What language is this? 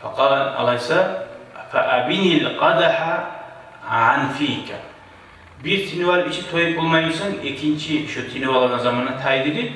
Kumyk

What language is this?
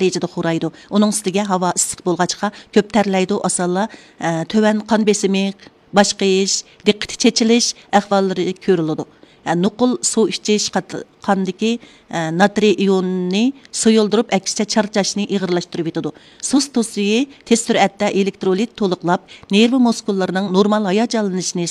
Uyghur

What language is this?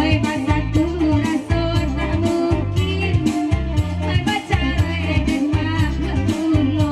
Minangkabau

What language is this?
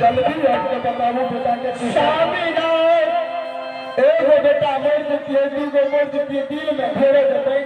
Maithili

